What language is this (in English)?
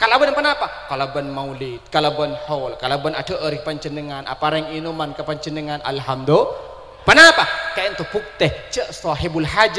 Madurese